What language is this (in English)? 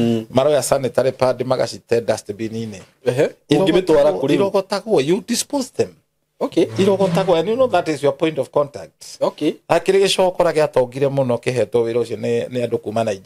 Kikuyu